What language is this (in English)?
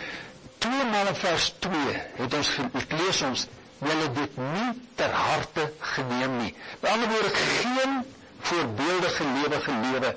Afrikaans